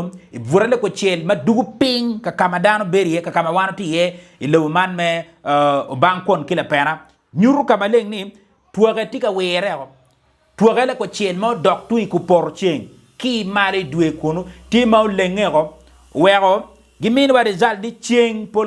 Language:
Acoli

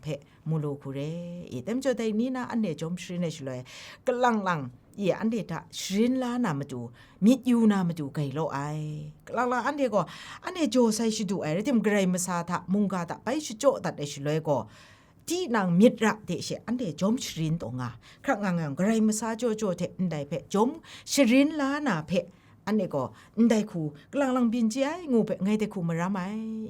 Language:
Kachin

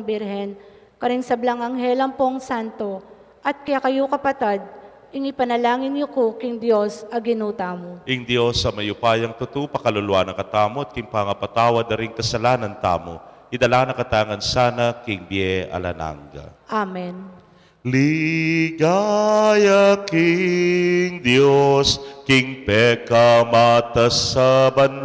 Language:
Pampanga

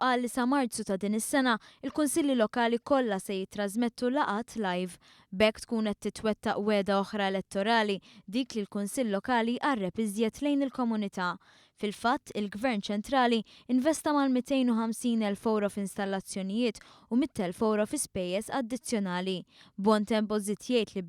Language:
Maltese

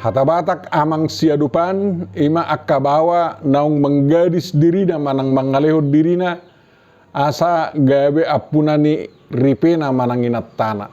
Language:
Batak Toba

